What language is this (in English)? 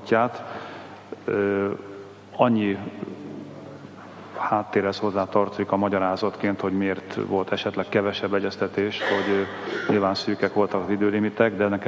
Hungarian